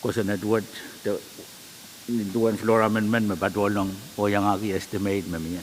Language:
Pohnpeian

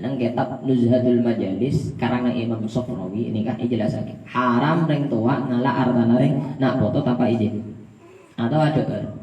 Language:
Madurese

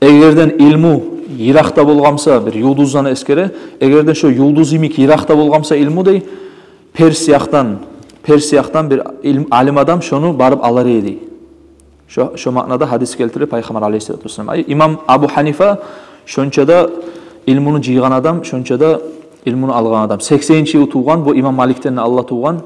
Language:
Kumyk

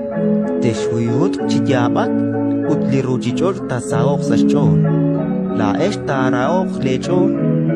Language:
Kekchí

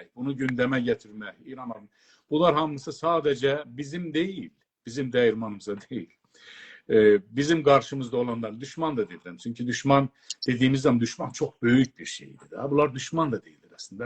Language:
South Azerbaijani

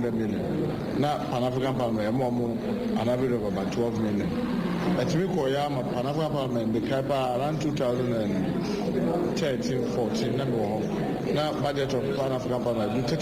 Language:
Akan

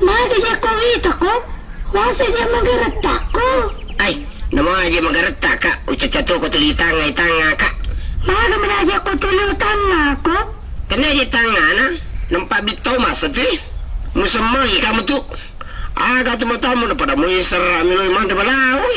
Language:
Buginese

